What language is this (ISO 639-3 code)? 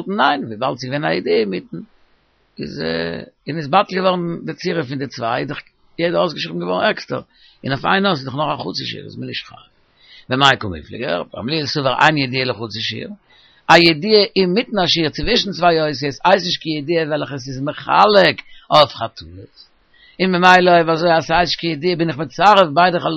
yid